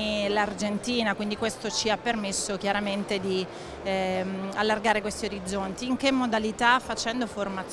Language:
Italian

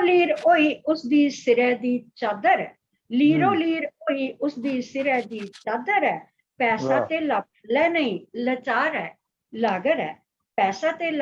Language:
Dogri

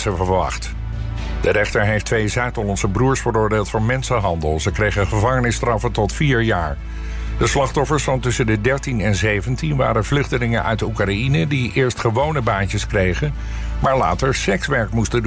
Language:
Dutch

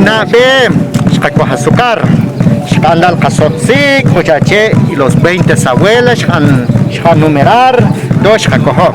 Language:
Achi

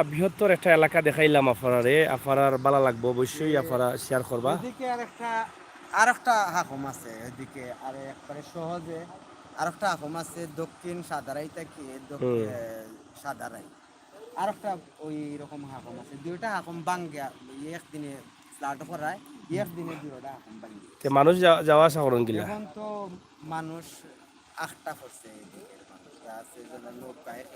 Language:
Sylheti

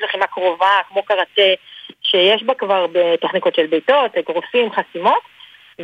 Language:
Hebrew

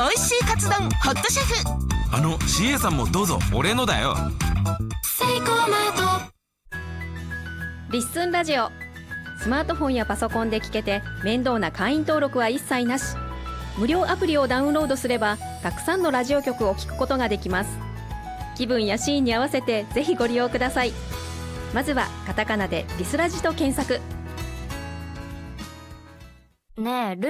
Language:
Japanese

